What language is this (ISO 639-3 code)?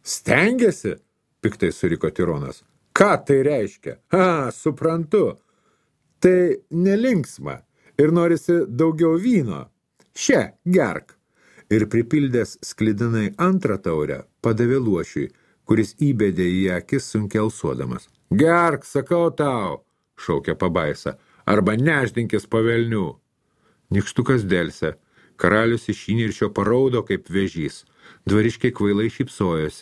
lit